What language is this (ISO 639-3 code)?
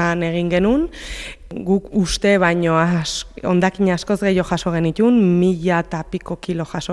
eus